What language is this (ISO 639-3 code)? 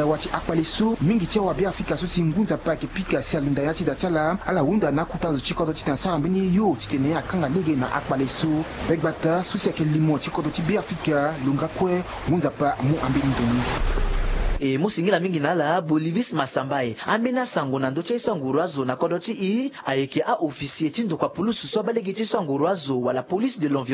sag